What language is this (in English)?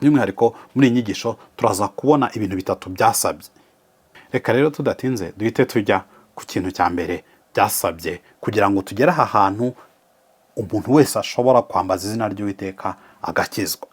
Kinyarwanda